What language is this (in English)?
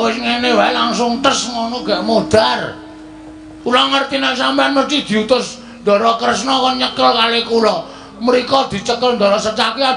Javanese